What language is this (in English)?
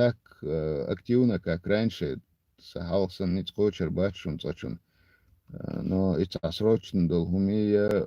Chechen